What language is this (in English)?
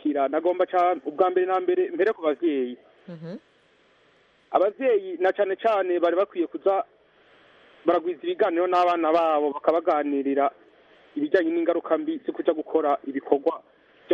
Kinyarwanda